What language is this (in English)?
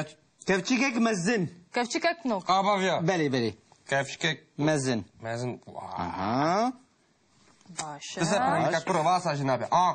Kurdish